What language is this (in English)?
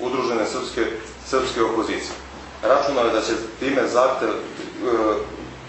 Serbian